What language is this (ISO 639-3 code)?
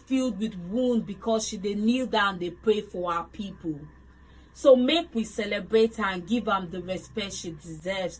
pcm